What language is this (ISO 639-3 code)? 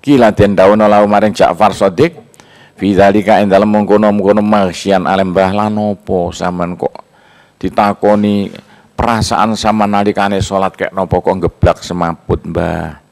jav